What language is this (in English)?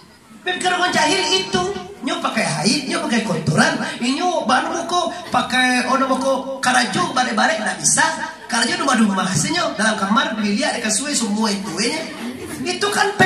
Minangkabau